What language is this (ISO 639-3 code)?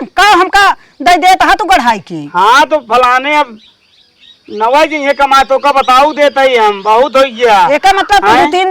awa